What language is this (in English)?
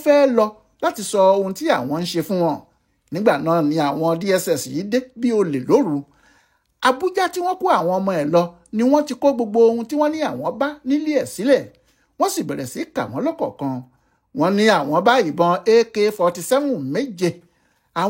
Yoruba